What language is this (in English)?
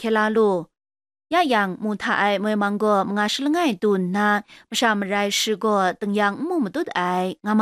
Kachin